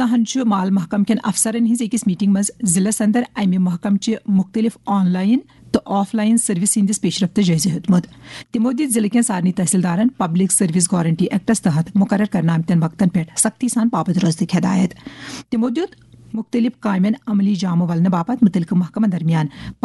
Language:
Kashmiri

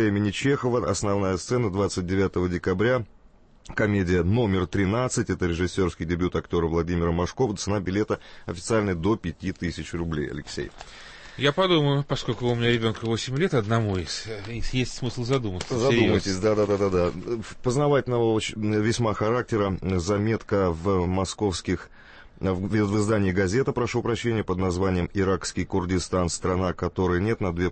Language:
Russian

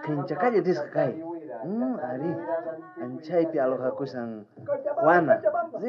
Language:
South Bolivian Quechua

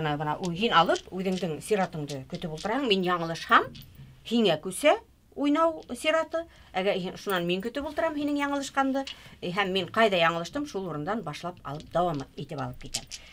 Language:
Bashkir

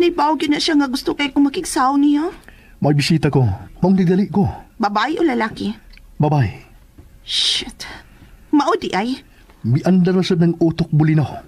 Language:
Cebuano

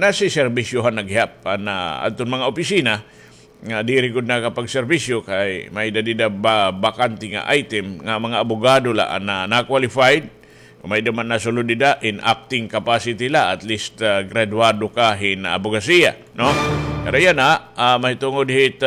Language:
Waray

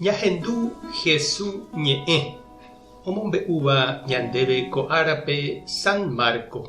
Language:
Guarani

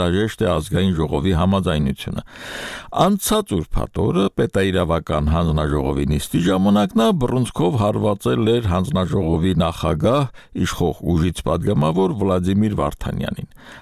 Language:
Armenian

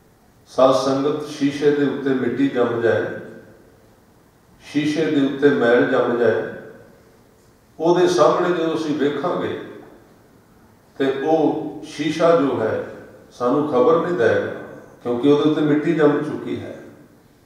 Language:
Punjabi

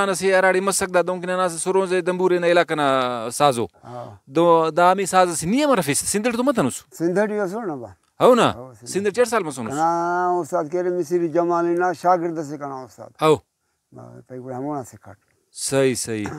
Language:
Brahui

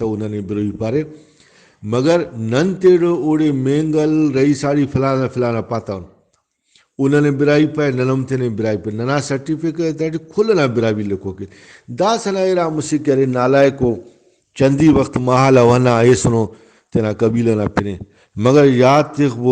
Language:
Brahui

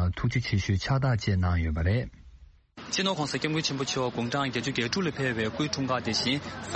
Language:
Tibetan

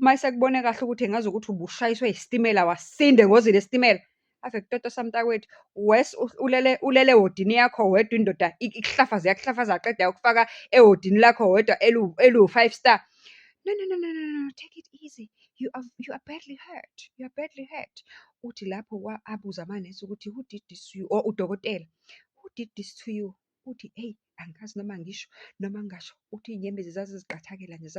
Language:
Zulu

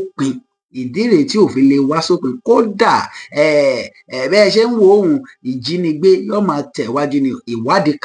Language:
Yoruba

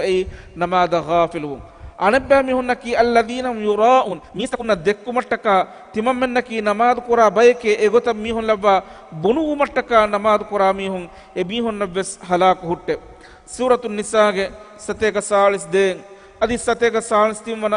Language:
Divehi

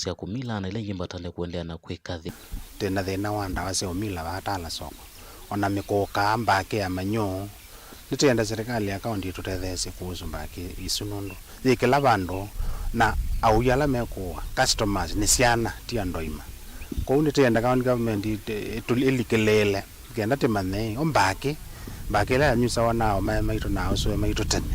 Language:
Kamba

